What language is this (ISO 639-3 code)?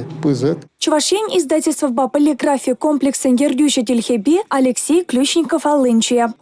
chv